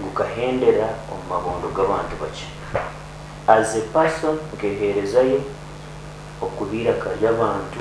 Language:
Nyankole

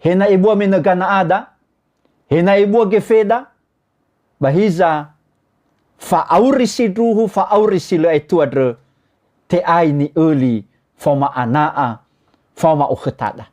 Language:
Nias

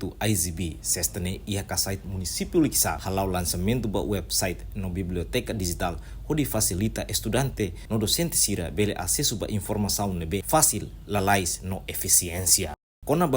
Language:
Tetum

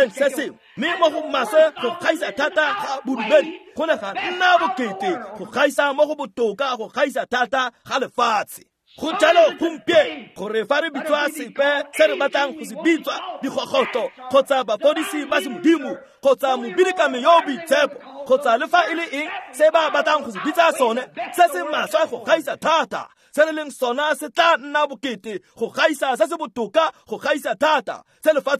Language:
Tswana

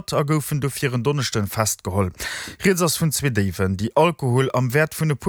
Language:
Luxembourgish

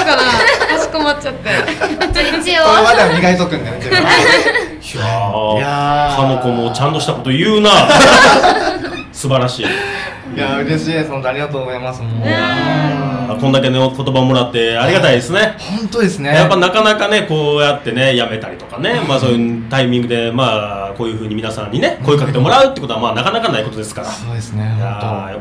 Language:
Japanese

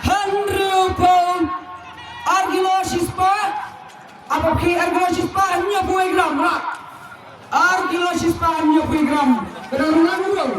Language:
Khasi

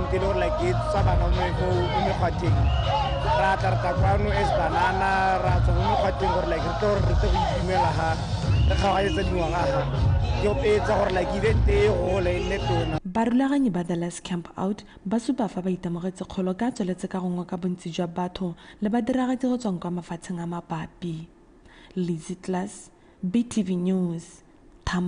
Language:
Tswana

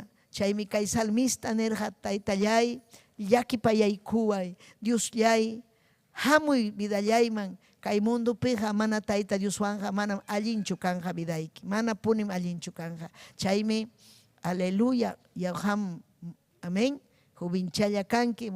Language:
Ayacucho Quechua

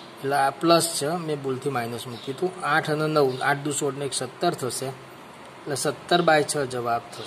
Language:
Gujarati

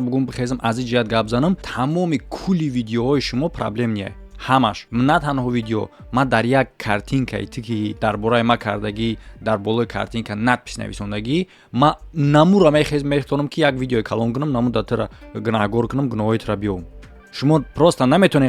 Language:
Tajik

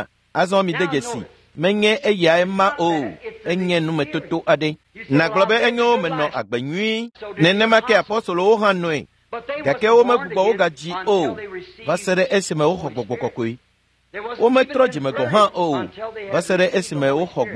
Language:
Ewe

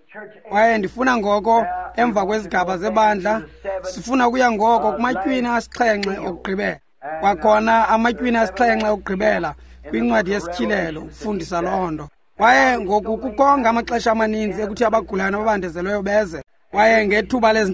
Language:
Xhosa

